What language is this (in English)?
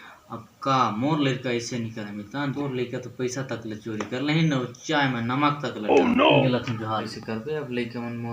Chhattisgarhi